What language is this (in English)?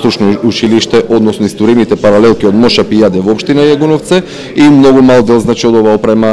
Macedonian